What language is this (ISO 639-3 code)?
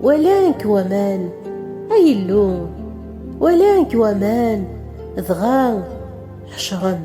kab